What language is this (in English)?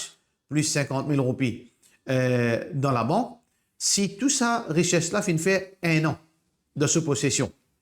Morisyen